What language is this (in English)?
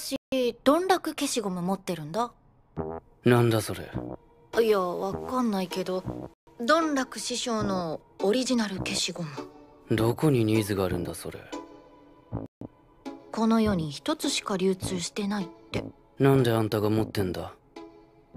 Japanese